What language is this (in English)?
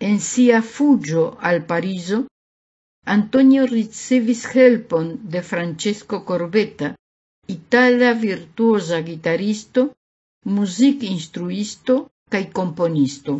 Esperanto